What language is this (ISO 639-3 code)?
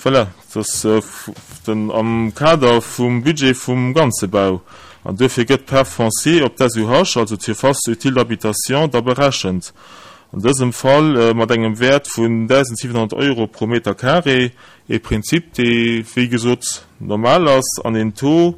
ltz